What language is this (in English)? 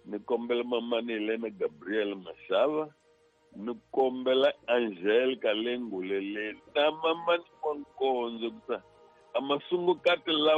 Tsonga